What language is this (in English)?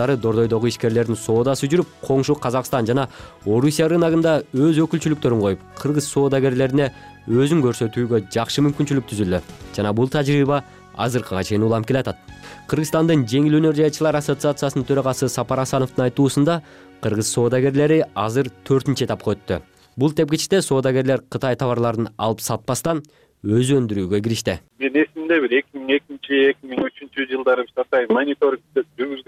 Kyrgyz